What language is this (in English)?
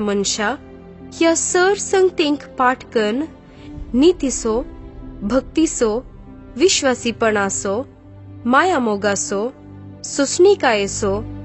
Konkani